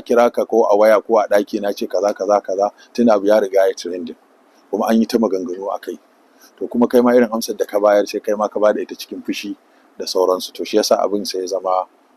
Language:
Hausa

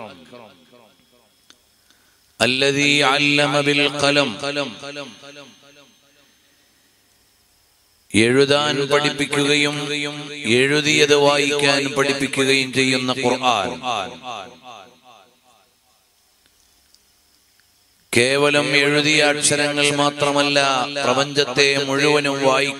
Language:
Malayalam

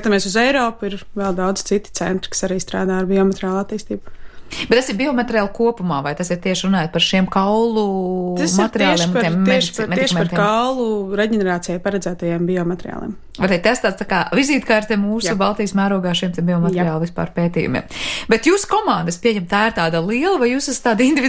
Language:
Latvian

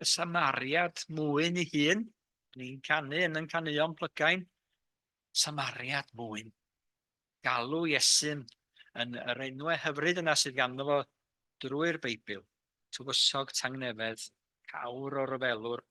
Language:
Welsh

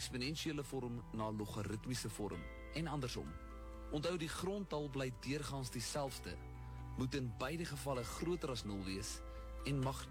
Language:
Afrikaans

